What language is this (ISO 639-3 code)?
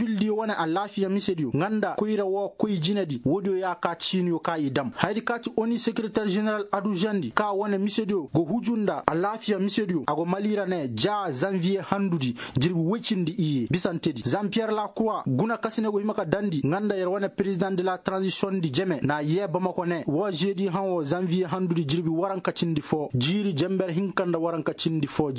ses